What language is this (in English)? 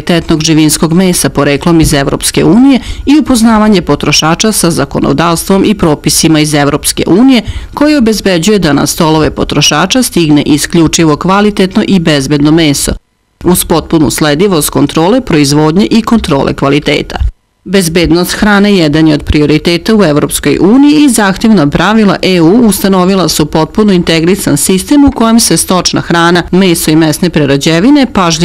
Serbian